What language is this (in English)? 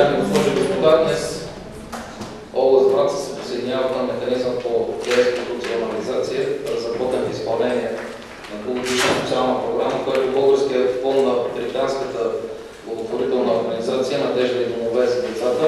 Bulgarian